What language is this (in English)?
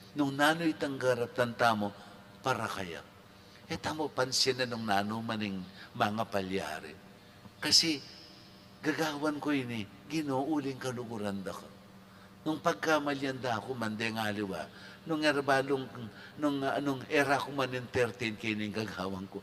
Pampanga